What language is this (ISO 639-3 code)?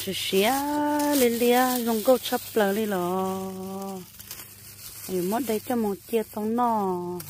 hmn